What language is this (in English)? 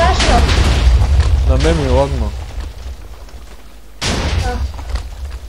Bulgarian